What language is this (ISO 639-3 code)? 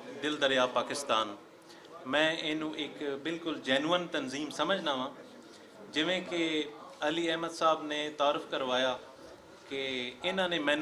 lah